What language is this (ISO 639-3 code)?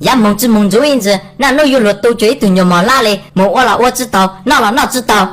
hmn